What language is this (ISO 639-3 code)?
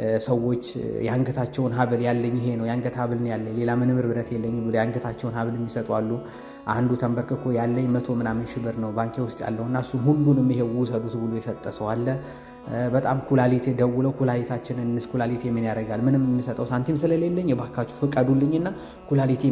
amh